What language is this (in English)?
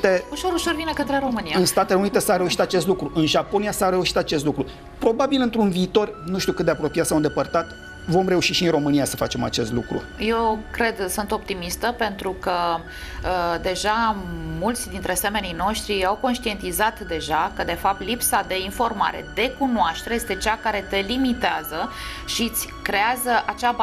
Romanian